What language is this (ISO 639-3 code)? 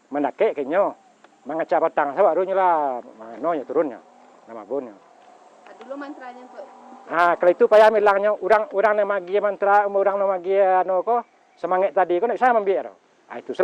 min